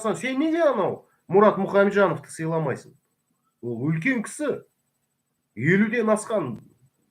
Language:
Kazakh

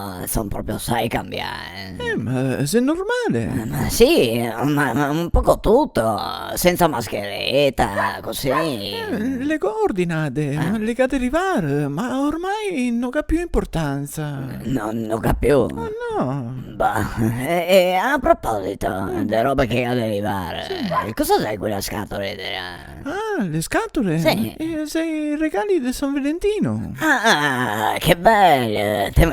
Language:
Venetian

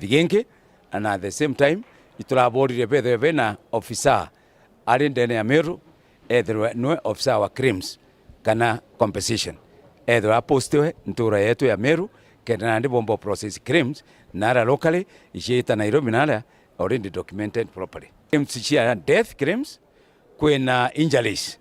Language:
Meru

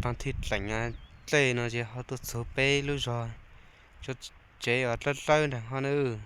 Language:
Hmong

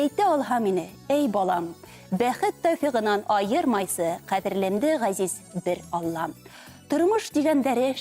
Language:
Bashkir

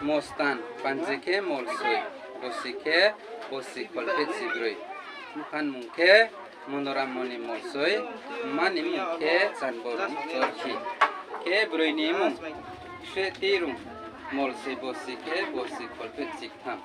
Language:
Riang (India)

